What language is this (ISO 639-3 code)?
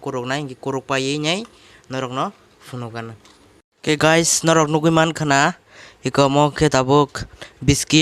trp